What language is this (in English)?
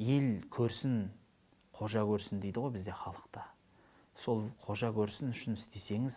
Kazakh